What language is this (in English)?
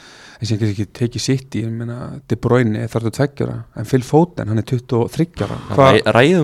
Icelandic